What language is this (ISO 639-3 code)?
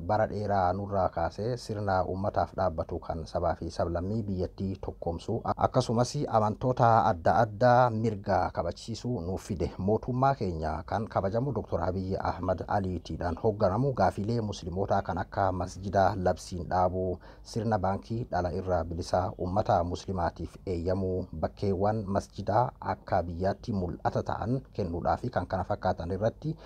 orm